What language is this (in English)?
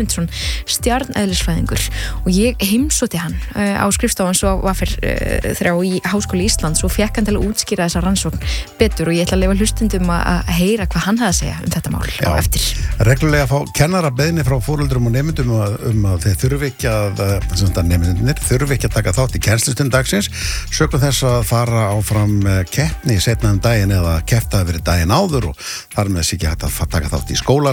Icelandic